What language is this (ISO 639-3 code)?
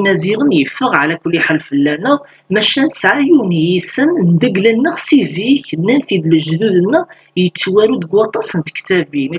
kab